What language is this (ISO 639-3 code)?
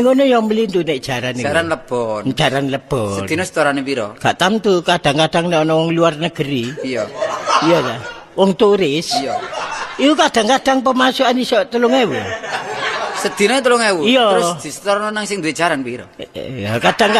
jav